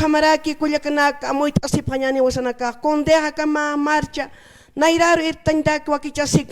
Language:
Aymara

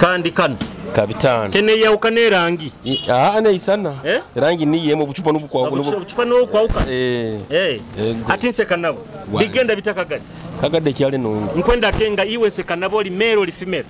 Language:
Nyoro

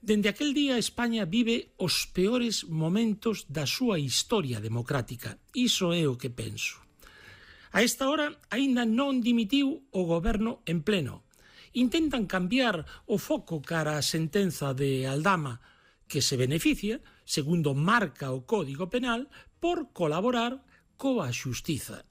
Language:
Galician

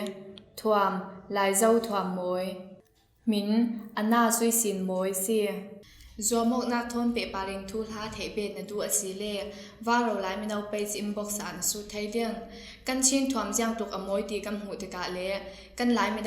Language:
Falam Chin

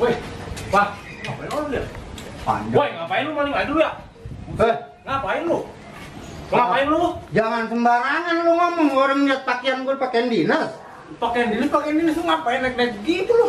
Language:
Betawi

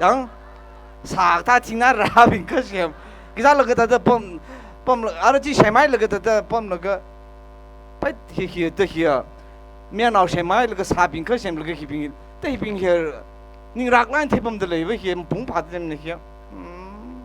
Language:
Tangkhul Naga (India)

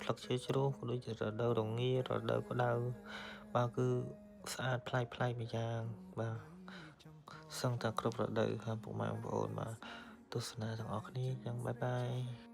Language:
Khmer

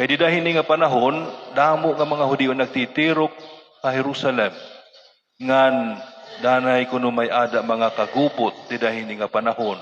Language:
Waray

